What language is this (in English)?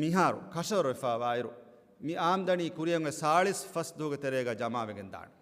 Divehi